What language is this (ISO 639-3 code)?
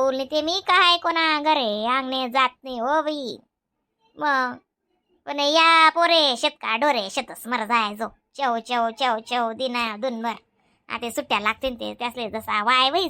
khn